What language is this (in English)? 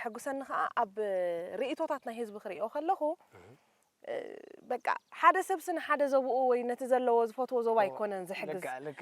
Tigrinya